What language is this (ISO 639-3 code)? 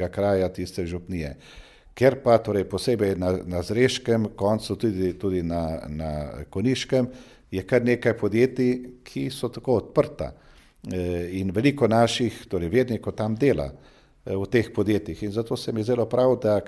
slv